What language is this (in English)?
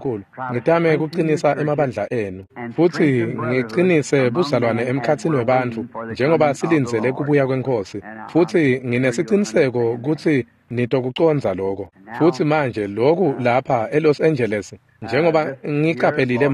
Swati